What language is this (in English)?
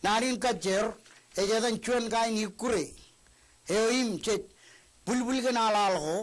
Marshallese